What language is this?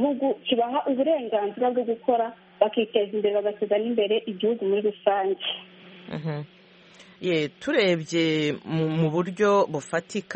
Kinyarwanda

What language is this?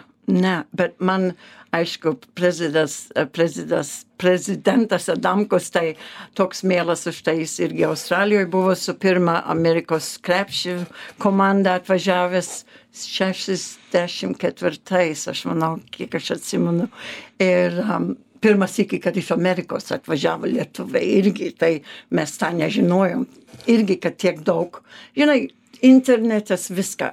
Lithuanian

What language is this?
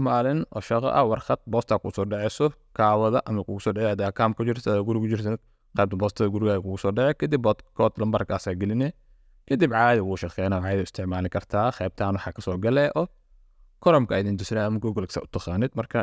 Somali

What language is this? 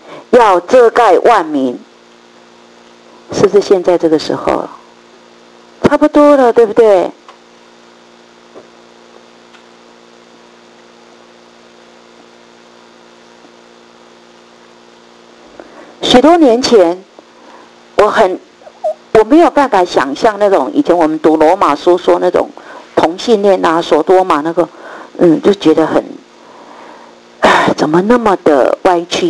Chinese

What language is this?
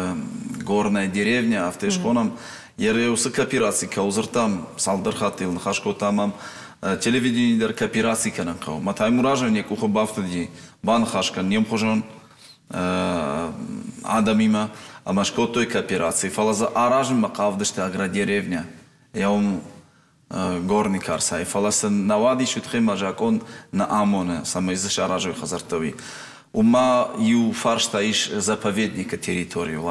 Ossetic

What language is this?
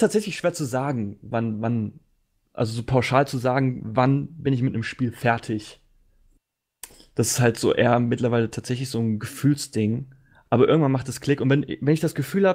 German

